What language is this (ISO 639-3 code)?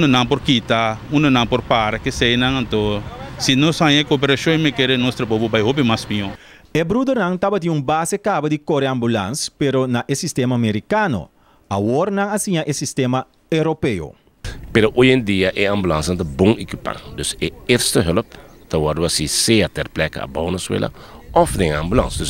pap